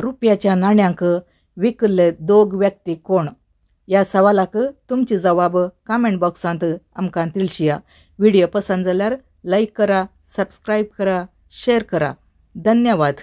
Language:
Konkani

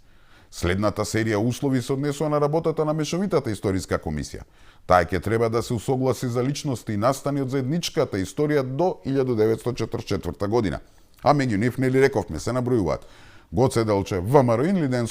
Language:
Macedonian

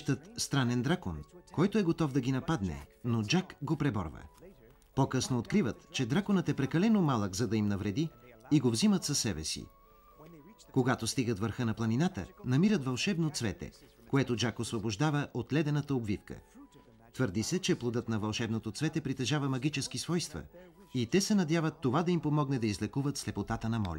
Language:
Bulgarian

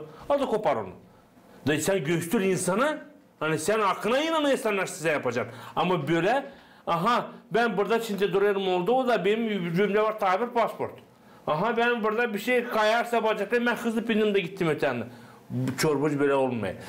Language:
Gagauz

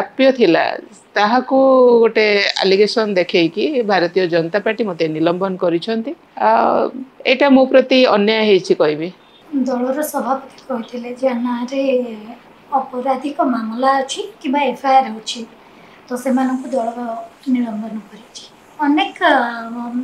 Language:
Odia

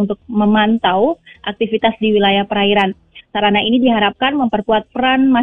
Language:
Indonesian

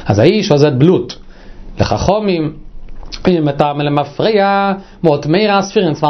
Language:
Yiddish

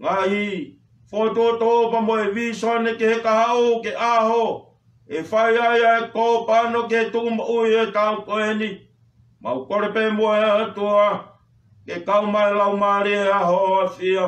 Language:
Tongan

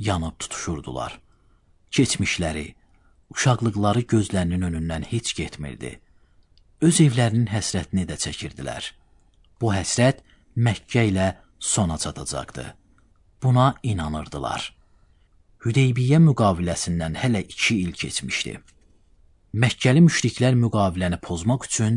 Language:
Azerbaijani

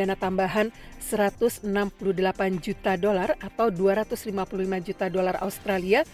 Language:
Indonesian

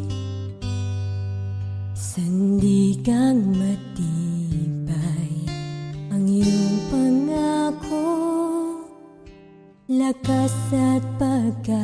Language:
Filipino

